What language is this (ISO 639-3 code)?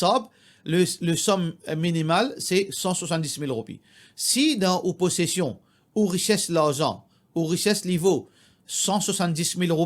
mfe